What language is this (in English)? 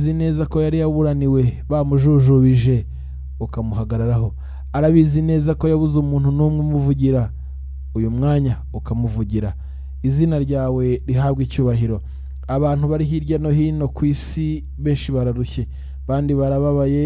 Kinyarwanda